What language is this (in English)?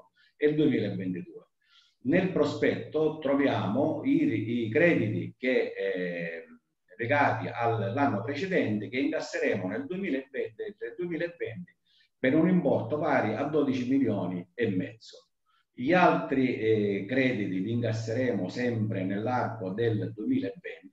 Italian